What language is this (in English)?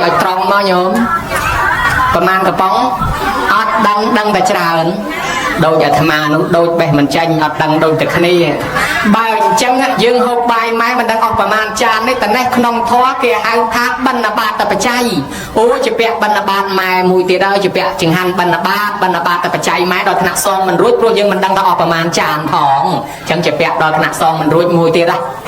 Khmer